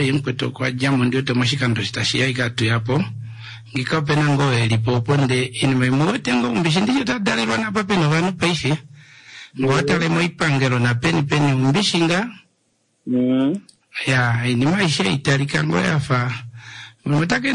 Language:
Kuanyama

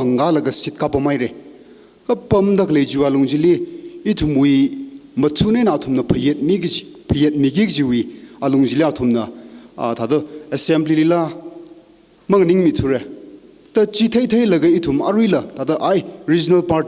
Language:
Tangkhul Naga (India)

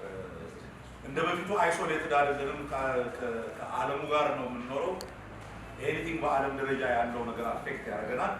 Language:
Amharic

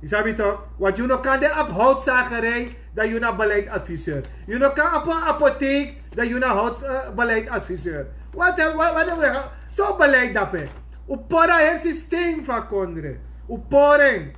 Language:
Sranan Tongo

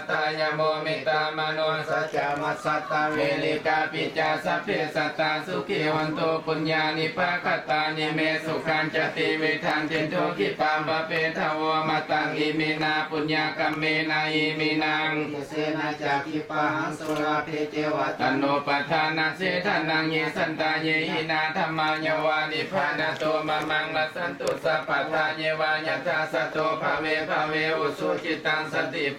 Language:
Pali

